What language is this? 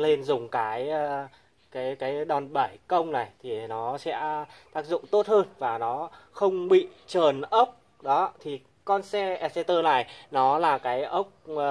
Vietnamese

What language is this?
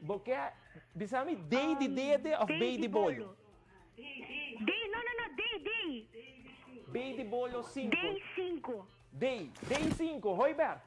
Papiamento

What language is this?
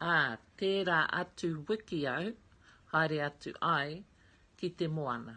Māori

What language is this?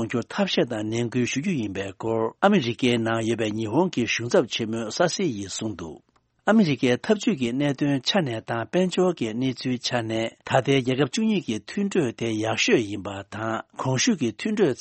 Tibetan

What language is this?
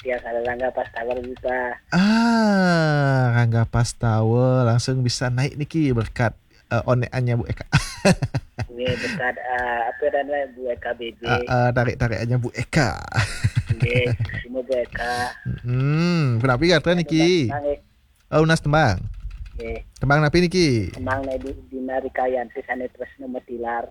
Balinese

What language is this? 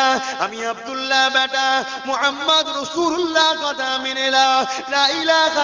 Bangla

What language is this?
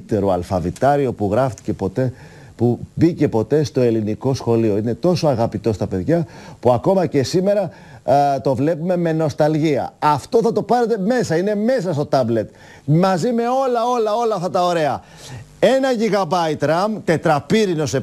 Greek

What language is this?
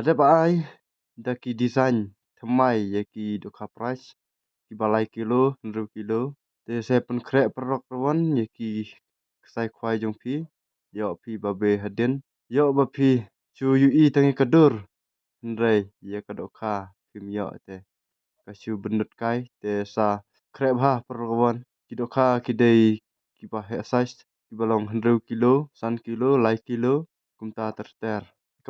Khasi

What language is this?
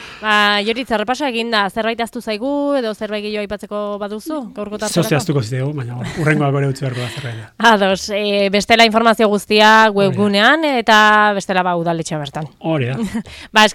Basque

